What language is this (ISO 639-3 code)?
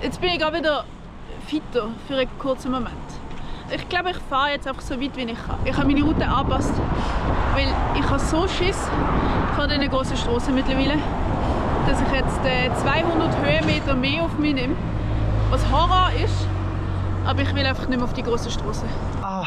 gsw